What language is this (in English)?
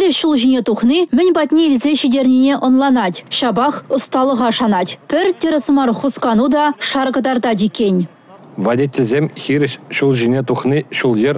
Chuvash